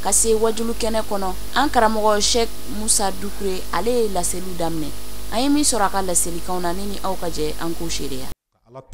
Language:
Bambara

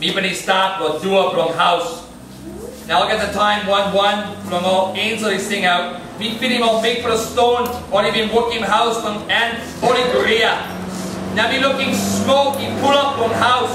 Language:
Tok Pisin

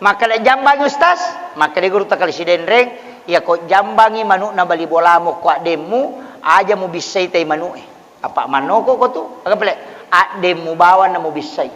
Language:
Buginese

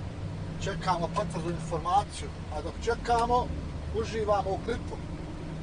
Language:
Croatian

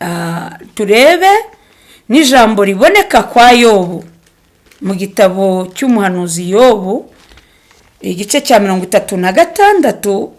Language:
Kinyarwanda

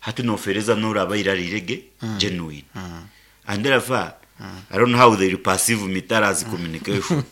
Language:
Nyankole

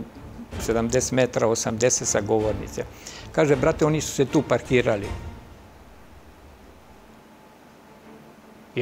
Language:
Serbian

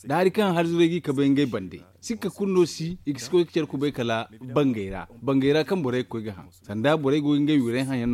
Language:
Zarma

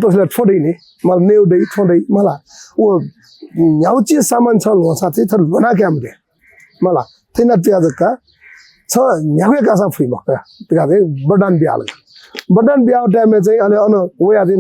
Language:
Newari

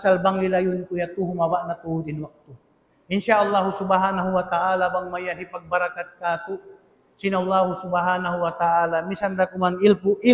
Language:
Tausug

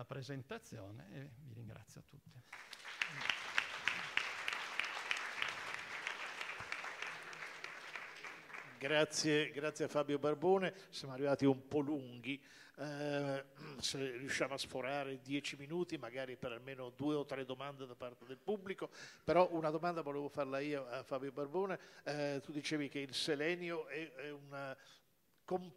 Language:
Italian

